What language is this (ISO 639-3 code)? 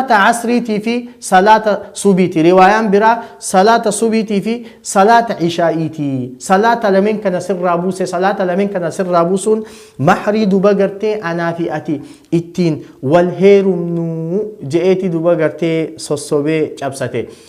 orm